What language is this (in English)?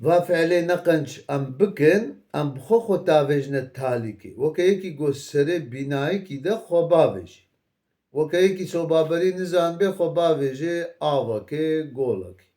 Kurdish